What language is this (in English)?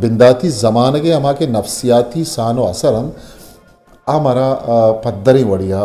Eastern Balochi